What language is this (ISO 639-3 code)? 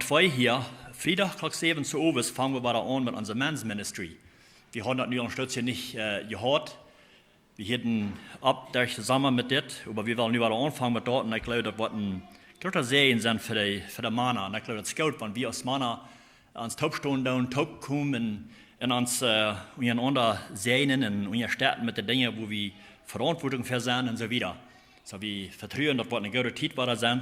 pdt